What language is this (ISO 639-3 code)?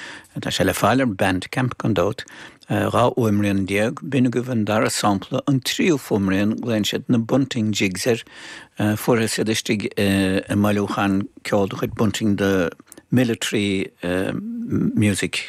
gle